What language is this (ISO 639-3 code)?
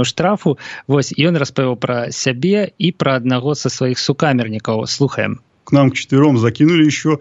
bel